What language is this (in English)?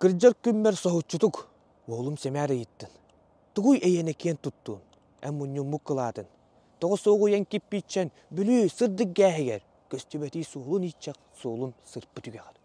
Yakut